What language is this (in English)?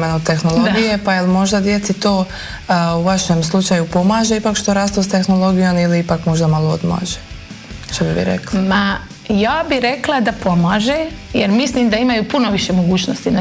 Croatian